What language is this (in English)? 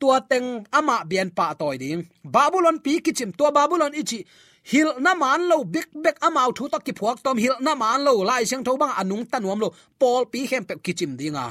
Tedim Chin